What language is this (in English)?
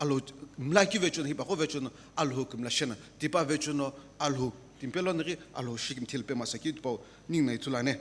Sumi Naga